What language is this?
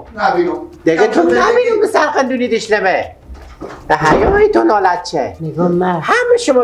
Persian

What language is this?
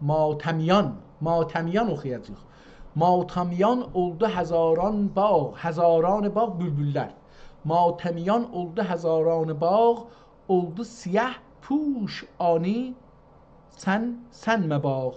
South Azerbaijani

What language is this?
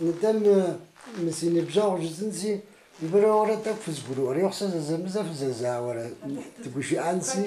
Kabardian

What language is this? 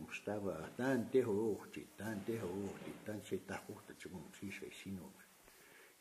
Plains Cree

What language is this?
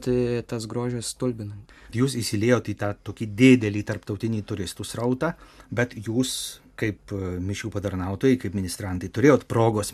Lithuanian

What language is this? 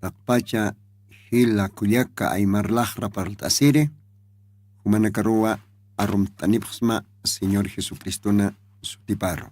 Aymara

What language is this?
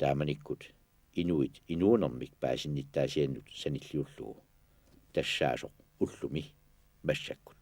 Kalaallisut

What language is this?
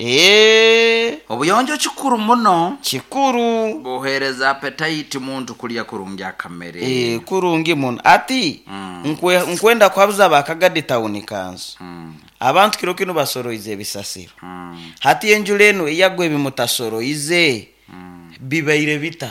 Nyoro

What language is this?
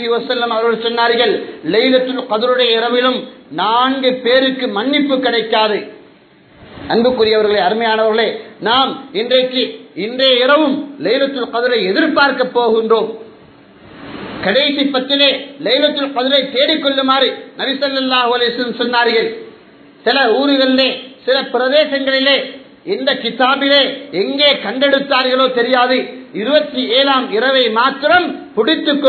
Tamil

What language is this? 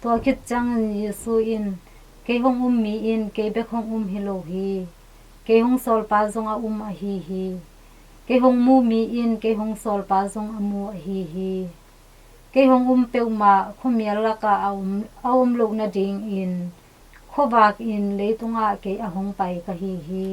Tedim Chin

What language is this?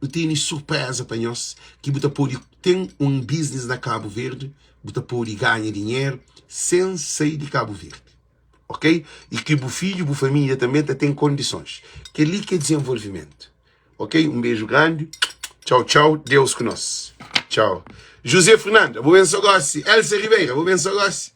Kabuverdianu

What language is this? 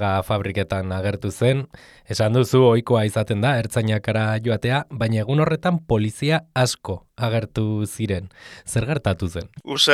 Basque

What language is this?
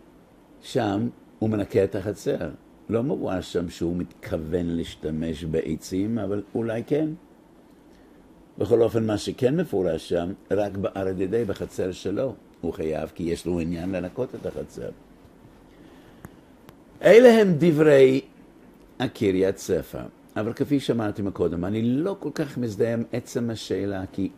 Hebrew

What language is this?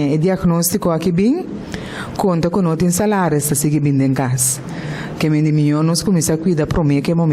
Papiamento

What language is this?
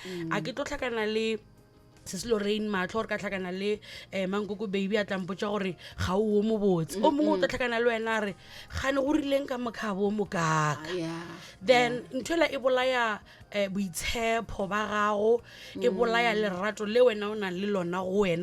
Northern Sotho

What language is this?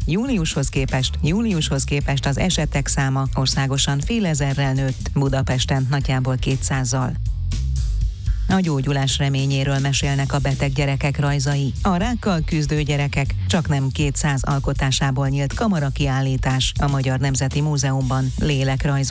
Hungarian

